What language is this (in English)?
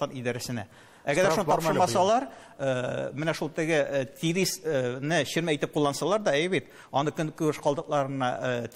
Tatar